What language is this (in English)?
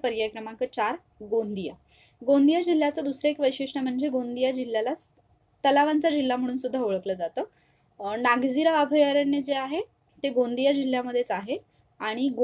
Marathi